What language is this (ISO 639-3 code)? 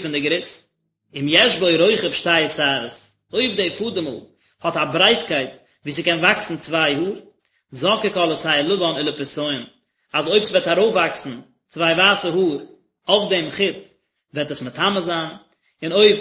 yid